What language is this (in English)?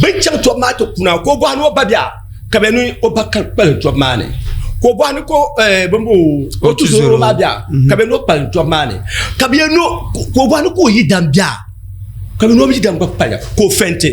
Dagbani